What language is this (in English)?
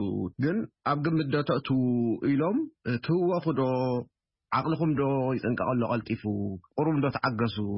Tigrinya